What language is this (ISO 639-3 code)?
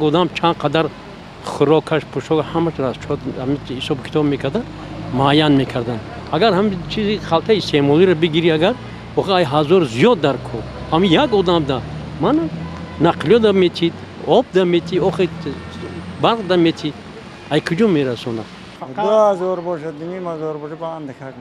tgk